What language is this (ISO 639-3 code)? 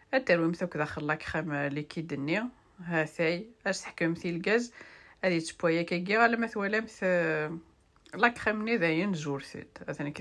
kab